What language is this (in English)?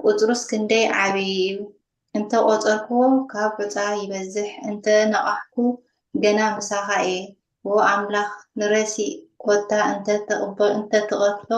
Tigrinya